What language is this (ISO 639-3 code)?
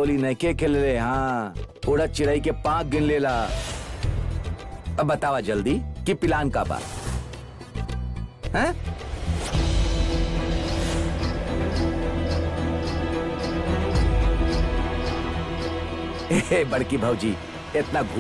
bho